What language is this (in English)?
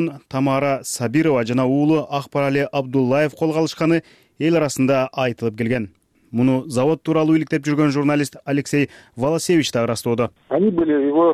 Kyrgyz